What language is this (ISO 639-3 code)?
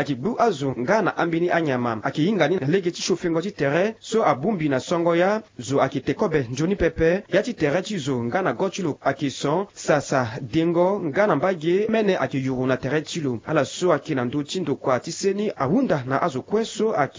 sag